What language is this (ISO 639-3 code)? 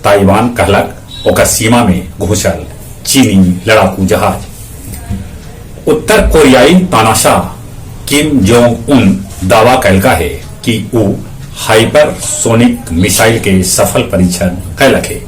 mag